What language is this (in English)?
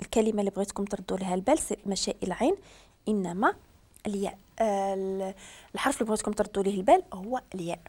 Moroccan Arabic